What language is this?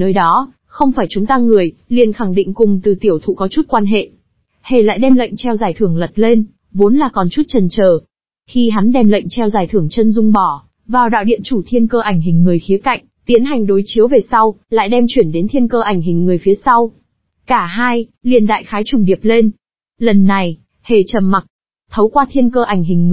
Vietnamese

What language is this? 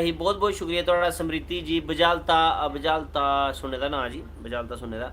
Dogri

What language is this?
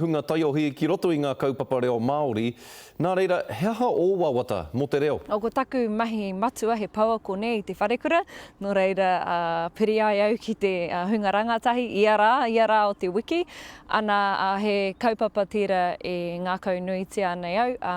Māori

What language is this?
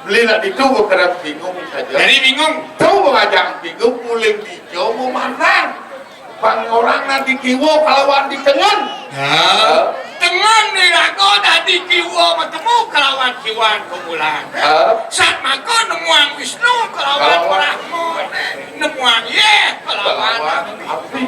Balinese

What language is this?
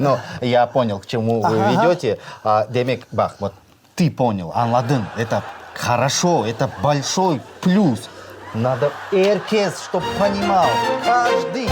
Crimean Tatar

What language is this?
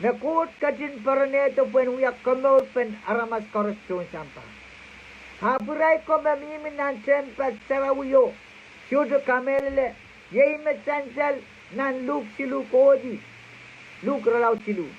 Pohnpeian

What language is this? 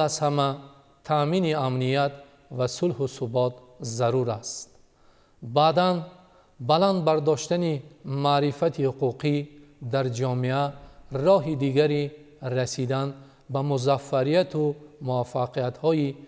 Tajik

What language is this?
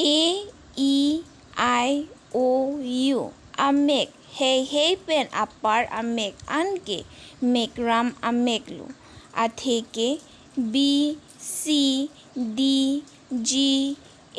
Karbi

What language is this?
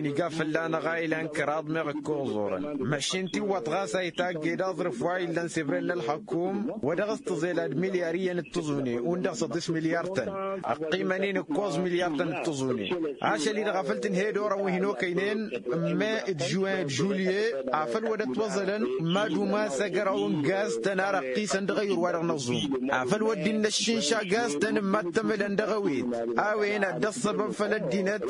Tamasheq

